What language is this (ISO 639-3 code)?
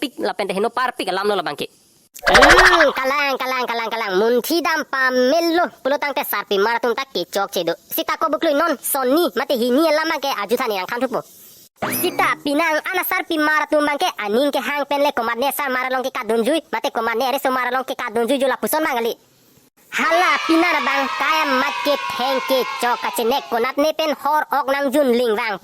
mjw